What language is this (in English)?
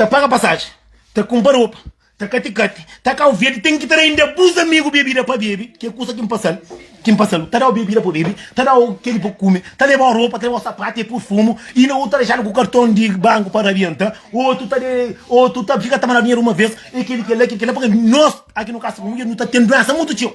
Kabuverdianu